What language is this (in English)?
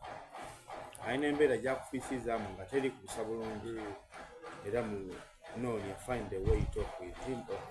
Soga